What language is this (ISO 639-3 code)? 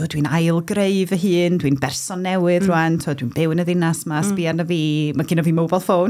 cym